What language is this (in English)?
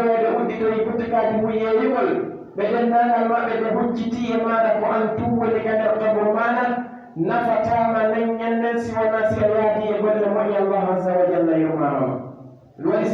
Pular